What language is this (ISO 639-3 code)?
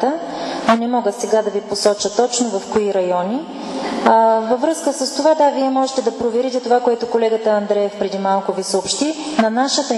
bul